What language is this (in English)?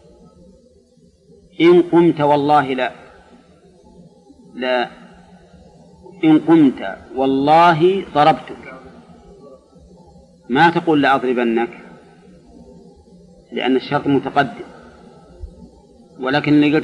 Arabic